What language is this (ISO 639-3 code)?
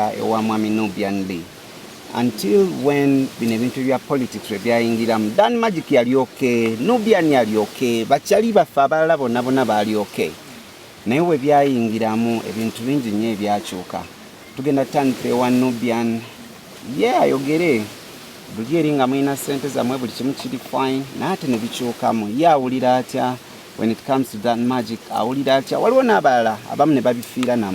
lug